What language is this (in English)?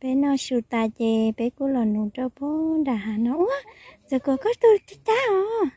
Hmong